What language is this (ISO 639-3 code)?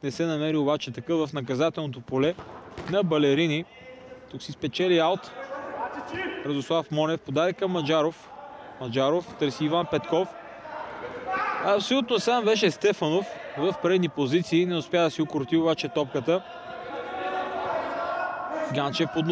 bul